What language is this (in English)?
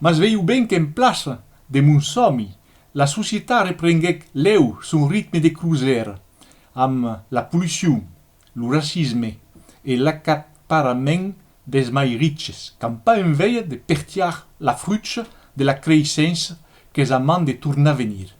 Occitan